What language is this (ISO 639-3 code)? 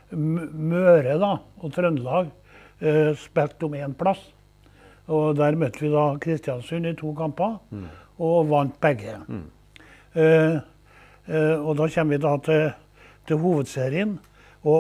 nor